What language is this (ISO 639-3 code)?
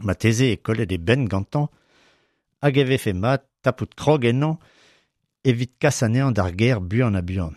bre